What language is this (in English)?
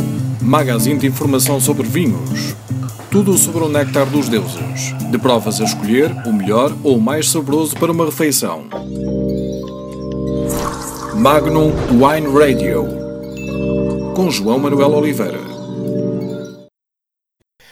Portuguese